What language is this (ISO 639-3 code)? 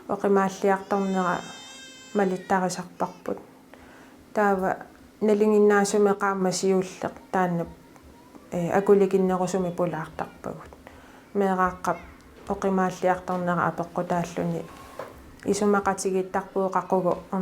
kal